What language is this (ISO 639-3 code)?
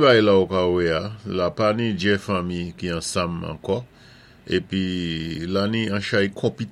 acf